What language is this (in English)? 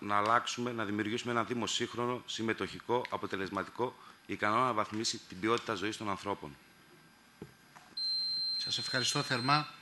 Greek